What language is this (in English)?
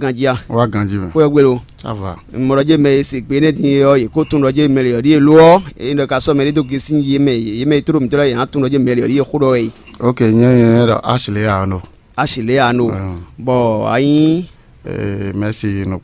Fon